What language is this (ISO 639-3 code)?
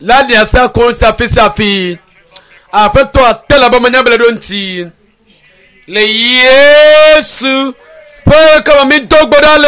ewe